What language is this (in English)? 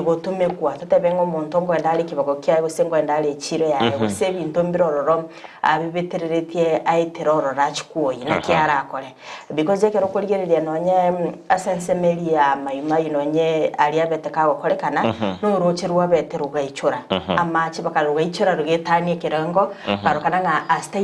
Gusii